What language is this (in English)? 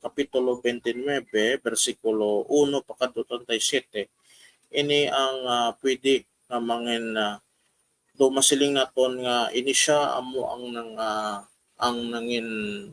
Hiligaynon